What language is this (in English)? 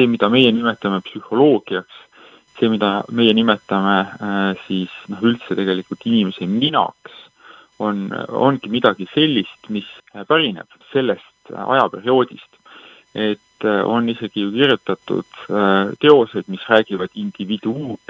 Estonian